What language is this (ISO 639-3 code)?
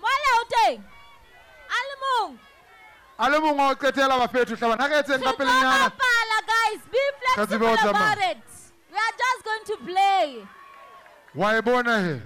sot